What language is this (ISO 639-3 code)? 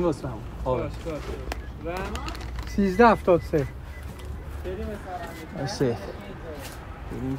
fas